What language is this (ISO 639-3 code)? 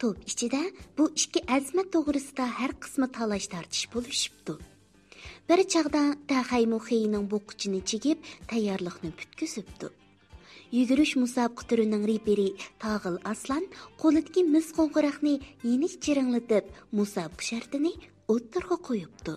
uig